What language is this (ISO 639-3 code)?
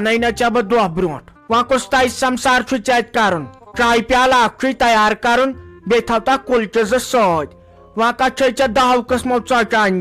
kas